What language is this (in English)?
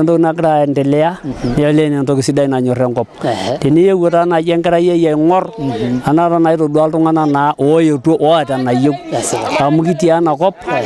Masai